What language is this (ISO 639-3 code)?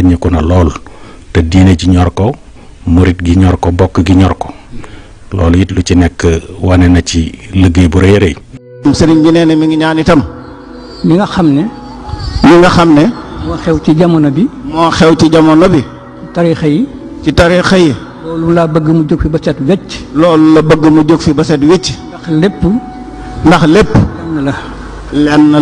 wol